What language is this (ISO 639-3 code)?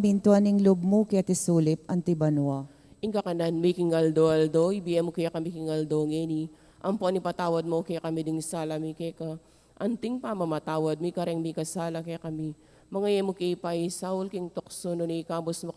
pam